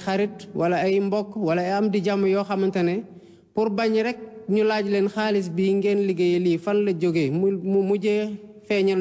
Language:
Wolof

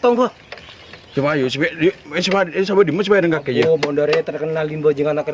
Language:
Madurese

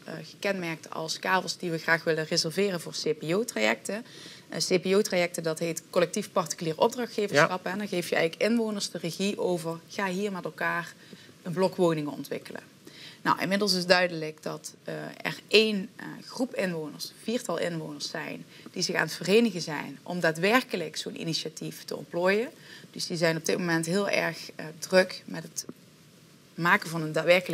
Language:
Dutch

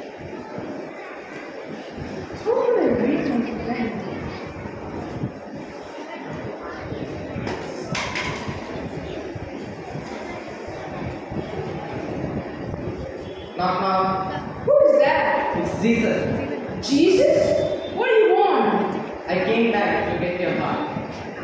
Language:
English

